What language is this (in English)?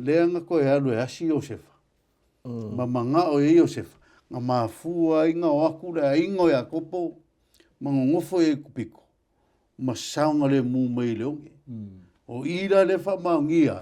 Samoan